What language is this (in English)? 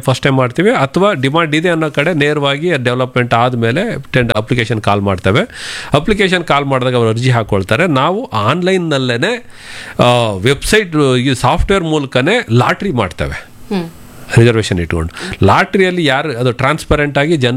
Kannada